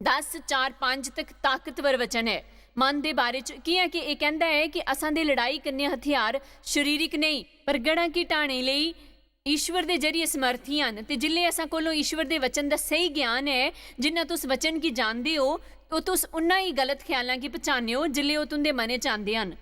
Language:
Dogri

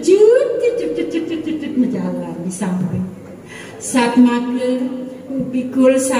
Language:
Balinese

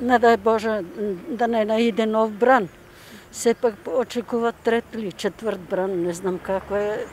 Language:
Macedonian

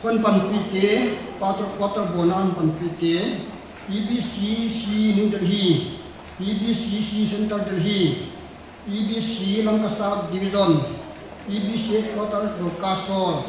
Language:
Paite Chin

